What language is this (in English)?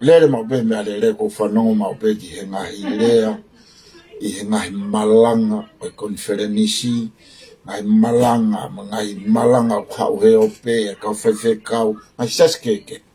Tongan